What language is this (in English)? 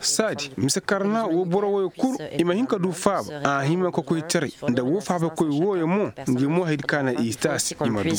Koyraboro Senni